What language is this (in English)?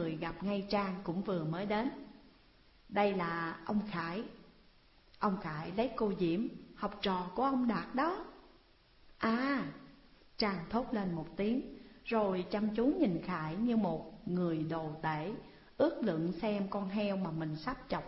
Vietnamese